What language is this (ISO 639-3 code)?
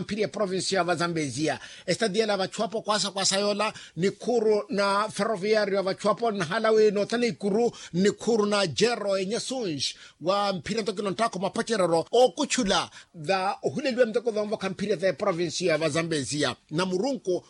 vmw